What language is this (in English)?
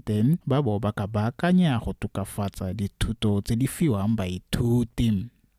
Tswana